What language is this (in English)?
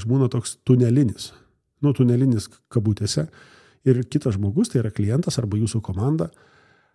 Lithuanian